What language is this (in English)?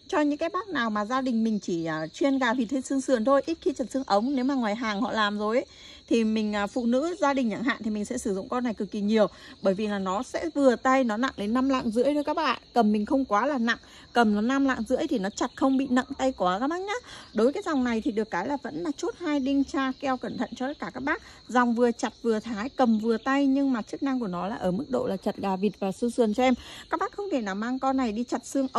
Vietnamese